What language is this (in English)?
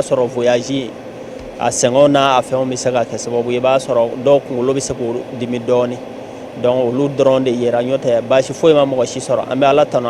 Bambara